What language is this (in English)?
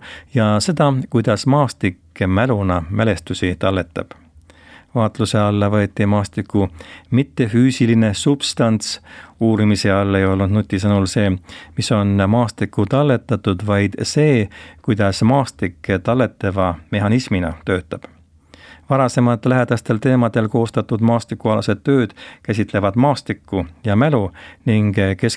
Estonian